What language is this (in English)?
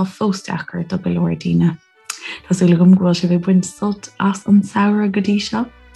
Irish